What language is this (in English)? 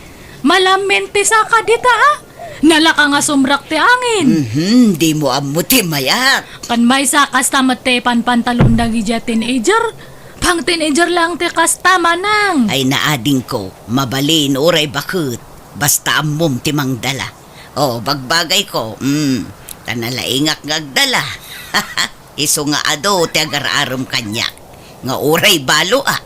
Iloko